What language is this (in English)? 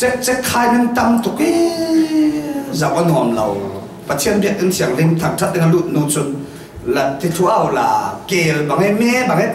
Falam Chin